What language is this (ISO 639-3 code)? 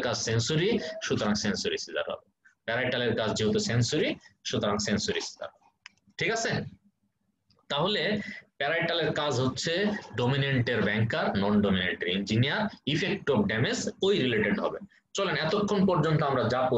ben